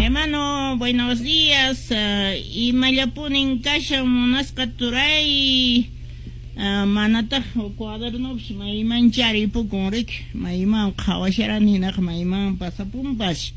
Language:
Quechua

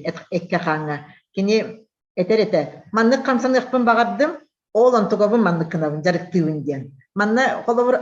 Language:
Yakut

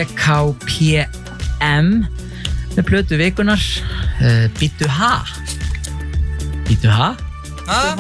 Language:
Icelandic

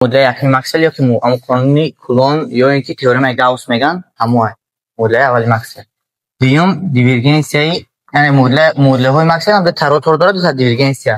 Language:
Tajik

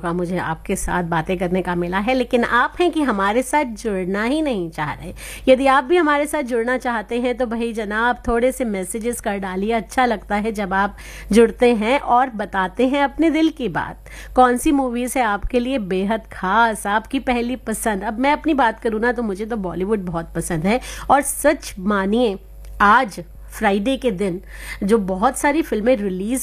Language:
Hindi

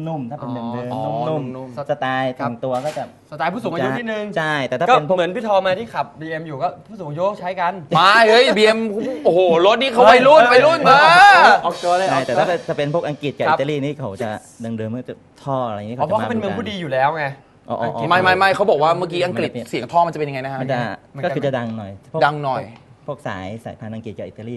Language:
Thai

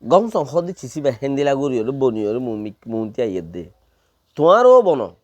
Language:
Rohingya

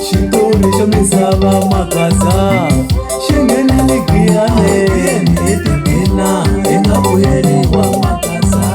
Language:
Tsonga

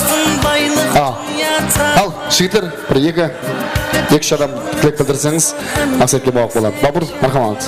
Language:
Kara-Kalpak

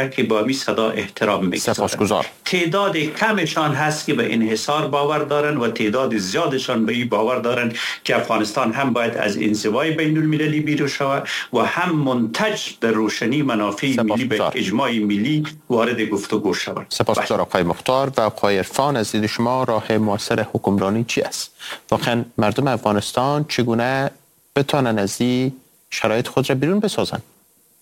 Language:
Persian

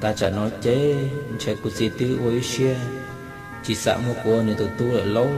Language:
Hmong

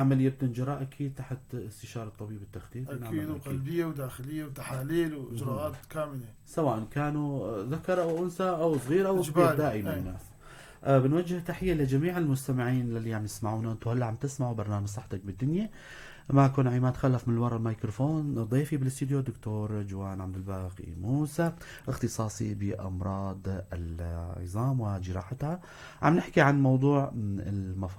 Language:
North Levantine Arabic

